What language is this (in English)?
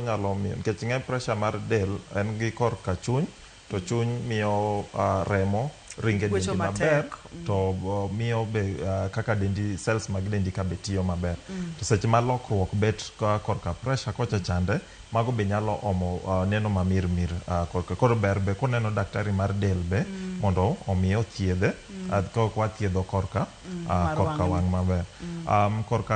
Luo (Kenya and Tanzania)